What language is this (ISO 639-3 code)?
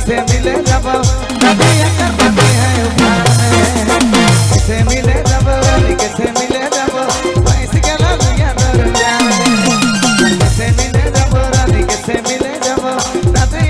sck